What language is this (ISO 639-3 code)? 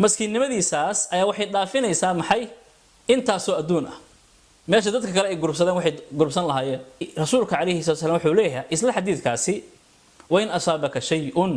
som